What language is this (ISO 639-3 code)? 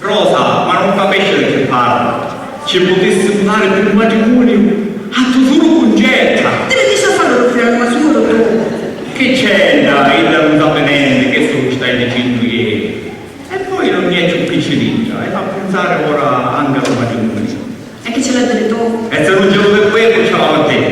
scn